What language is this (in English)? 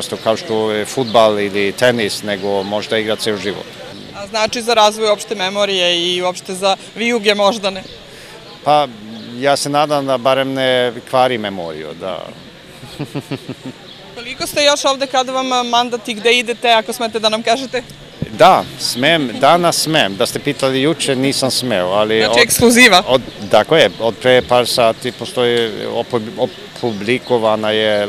Serbian